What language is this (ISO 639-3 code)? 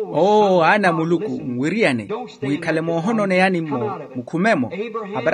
vmw